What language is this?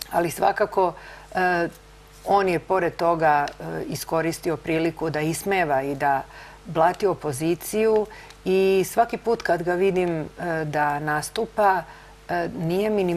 Serbian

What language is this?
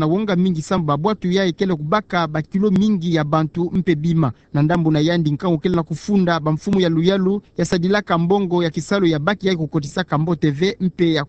Kituba (Democratic Republic of Congo)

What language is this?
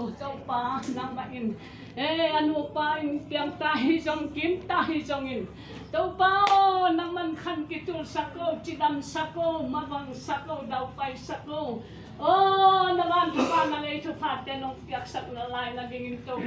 Tedim Chin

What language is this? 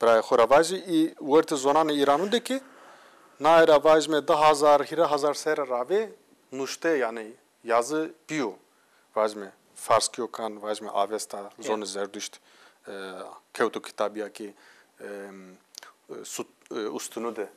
Zaza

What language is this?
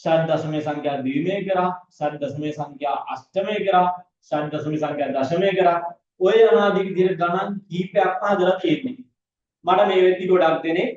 Sinhala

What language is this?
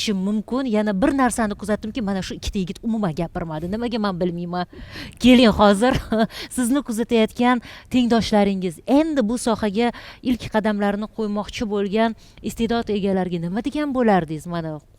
Uzbek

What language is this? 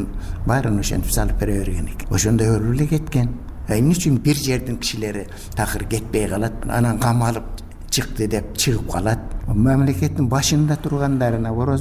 Kyrgyz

